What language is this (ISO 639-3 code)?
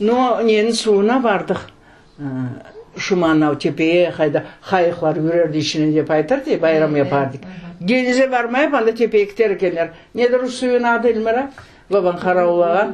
crh